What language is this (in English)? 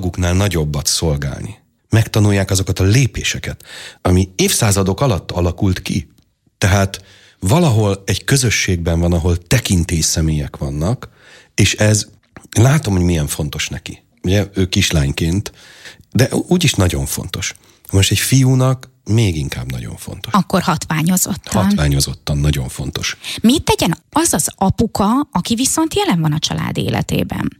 Hungarian